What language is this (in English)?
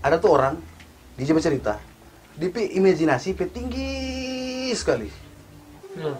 Manado Malay